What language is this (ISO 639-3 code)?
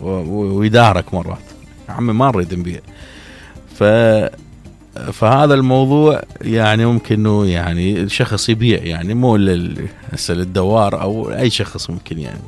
acm